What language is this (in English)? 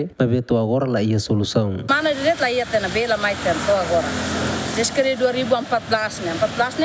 Tetum